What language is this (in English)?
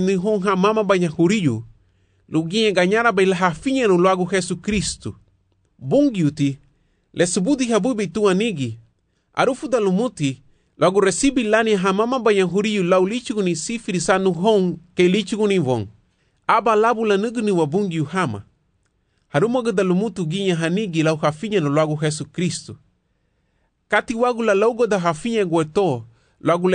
Garifuna